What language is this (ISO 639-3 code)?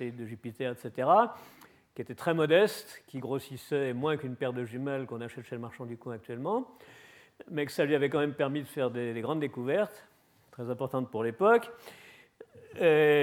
fra